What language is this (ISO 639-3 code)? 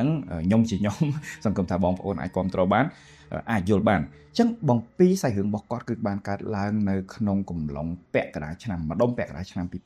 khm